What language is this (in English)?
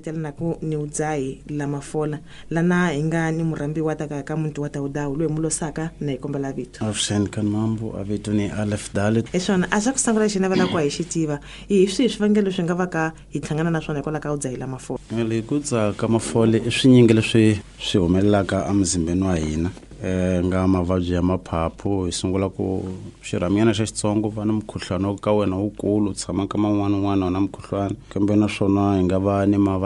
Tsonga